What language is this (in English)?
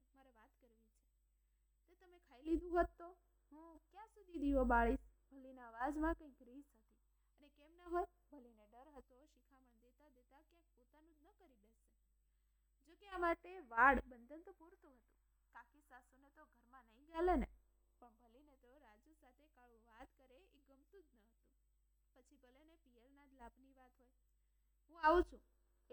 Gujarati